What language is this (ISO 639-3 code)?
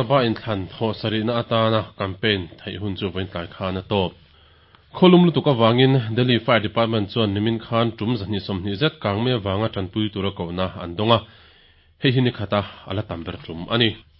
lus